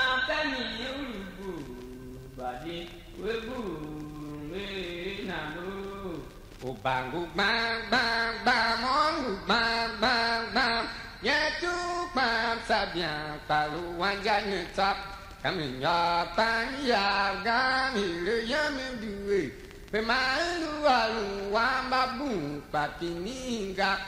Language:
Tiv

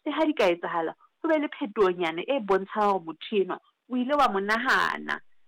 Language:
Southern Sotho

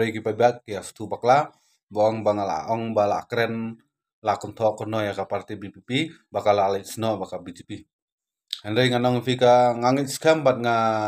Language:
Khasi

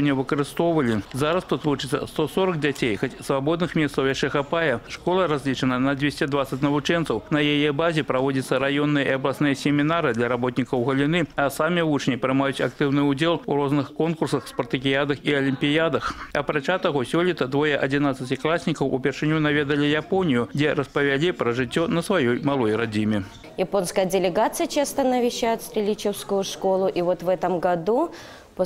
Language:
Belarusian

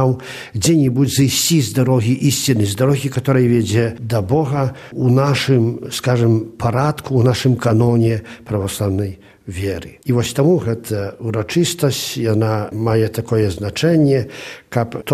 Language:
Belarusian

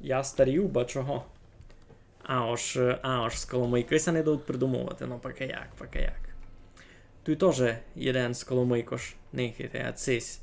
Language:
Rusyn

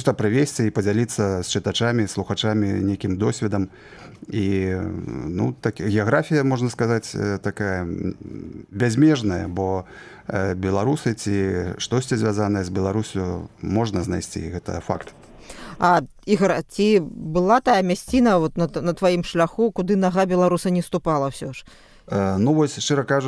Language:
Belarusian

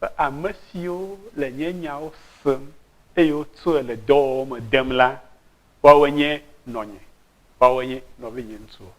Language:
Ewe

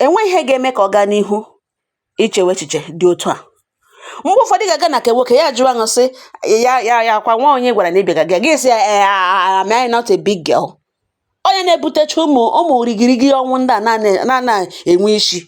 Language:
Igbo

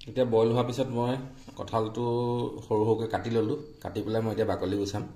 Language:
Assamese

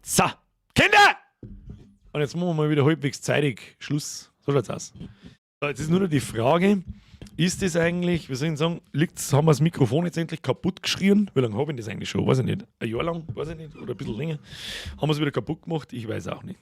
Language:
Bavarian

